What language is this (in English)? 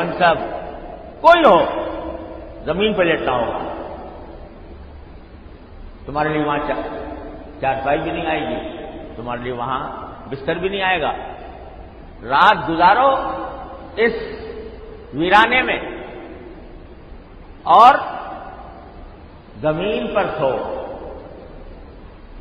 Urdu